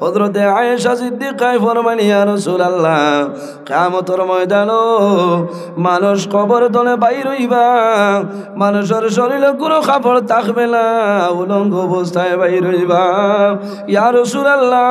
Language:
Sylheti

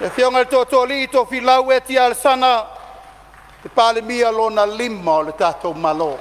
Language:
Samoan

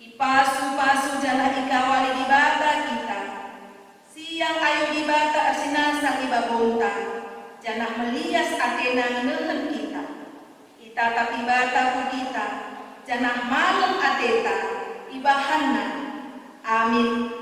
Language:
Batak Karo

